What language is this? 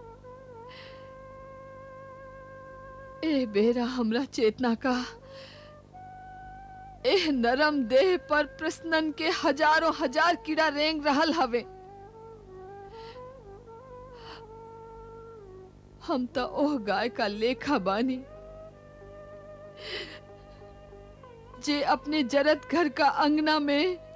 Bhojpuri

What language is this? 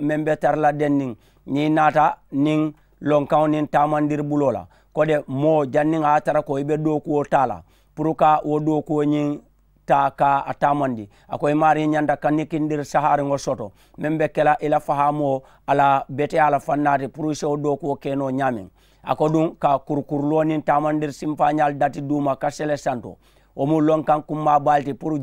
Mandingo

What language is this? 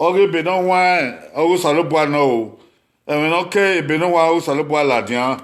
Bini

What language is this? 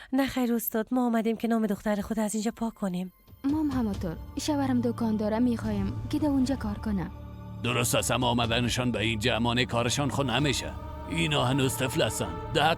Persian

